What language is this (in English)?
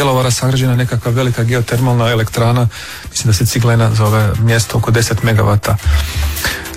Croatian